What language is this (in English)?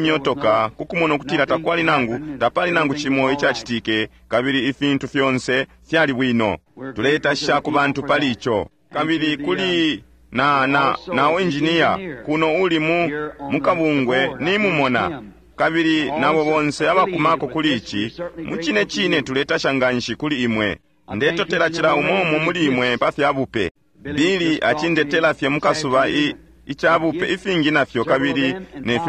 Bemba